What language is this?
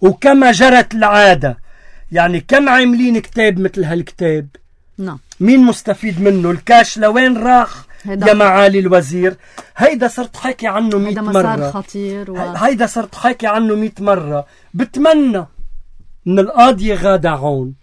North Levantine Arabic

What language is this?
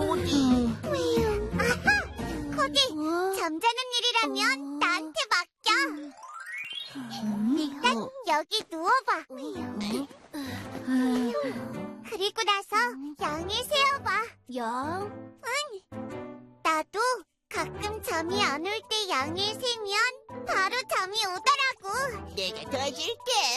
Korean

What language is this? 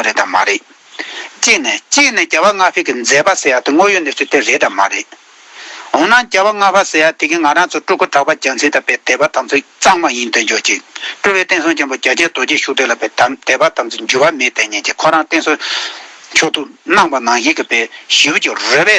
Tibetan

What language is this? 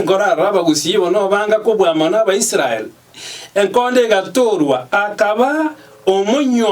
Gusii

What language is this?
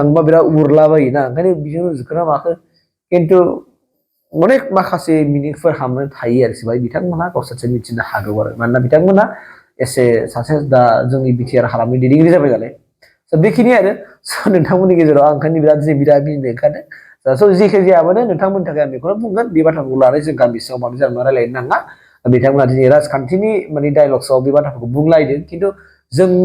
Bodo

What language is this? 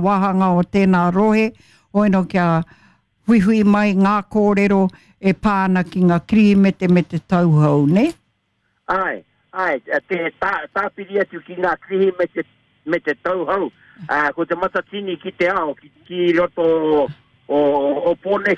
Māori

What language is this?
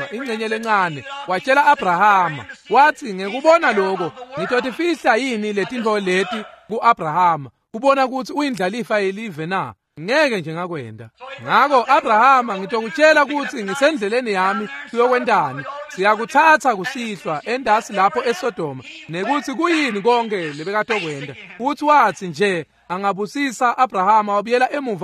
Swati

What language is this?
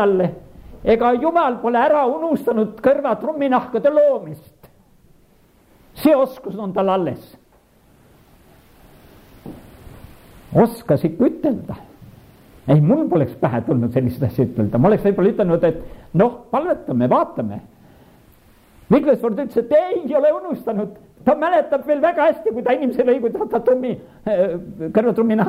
Estonian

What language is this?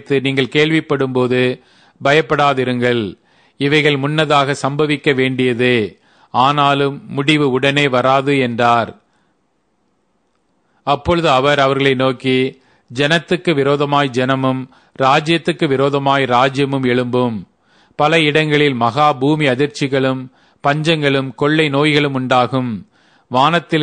Tamil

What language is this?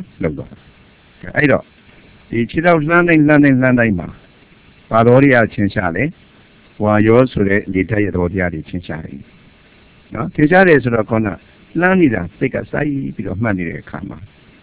Burmese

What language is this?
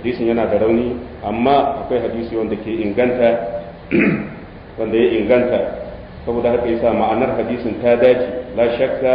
Hausa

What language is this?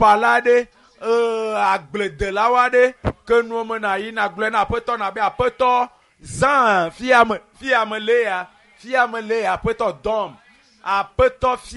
Ewe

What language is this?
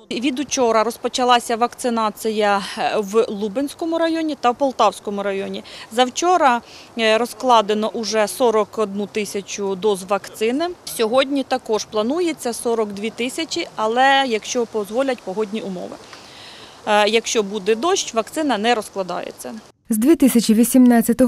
Ukrainian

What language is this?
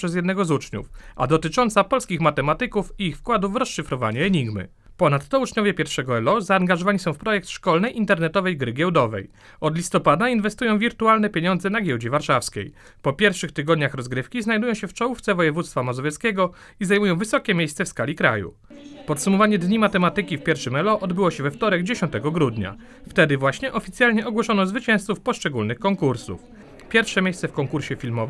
Polish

